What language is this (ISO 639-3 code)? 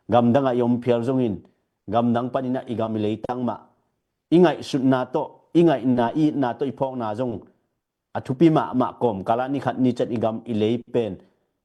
ctd